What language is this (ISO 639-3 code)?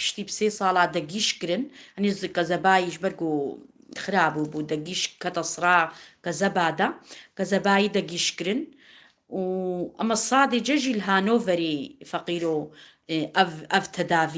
kur